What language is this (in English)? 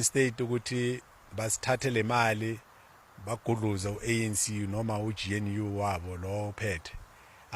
Zulu